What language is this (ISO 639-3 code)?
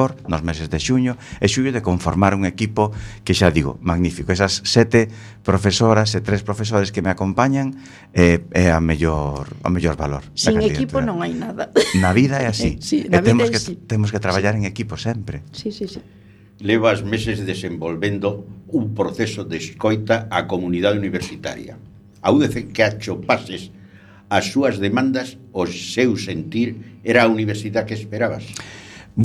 glg